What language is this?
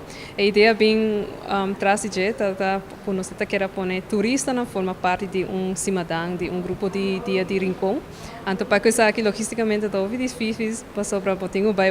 Papiamento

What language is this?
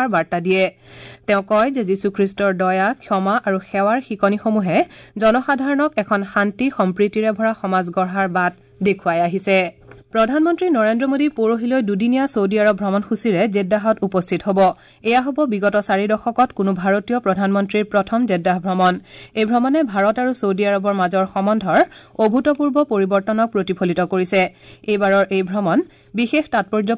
Assamese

